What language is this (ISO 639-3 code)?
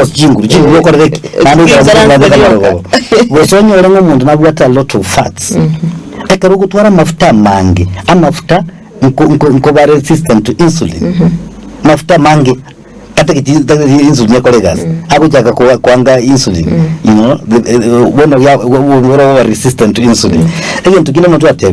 guz